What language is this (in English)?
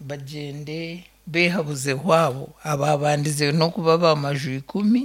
Nyankole